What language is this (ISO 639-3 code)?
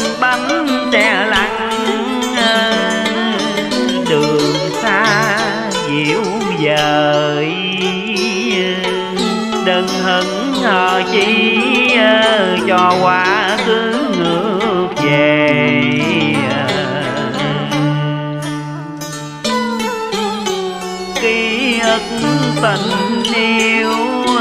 vie